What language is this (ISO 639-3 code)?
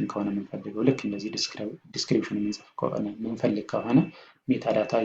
amh